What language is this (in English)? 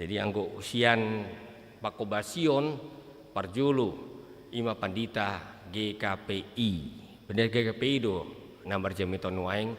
Batak Toba